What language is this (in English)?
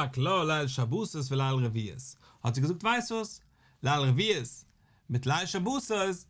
Yiddish